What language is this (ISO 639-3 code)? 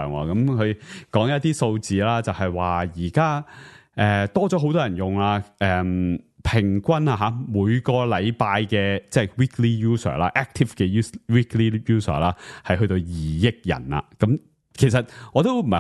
yue